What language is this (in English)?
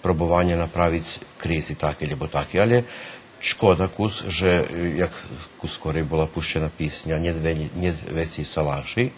Rusyn